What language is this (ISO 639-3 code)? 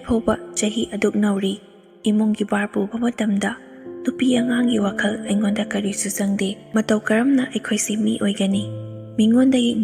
mni